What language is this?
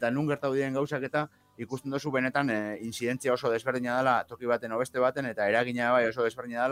Basque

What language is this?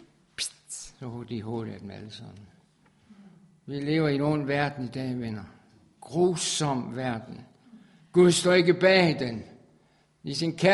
Danish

